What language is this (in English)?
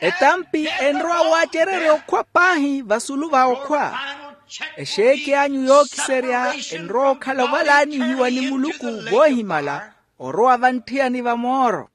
Makhuwa